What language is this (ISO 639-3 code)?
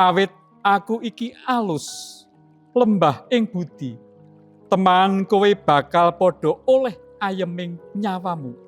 jav